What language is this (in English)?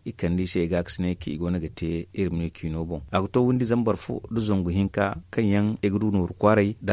Zarma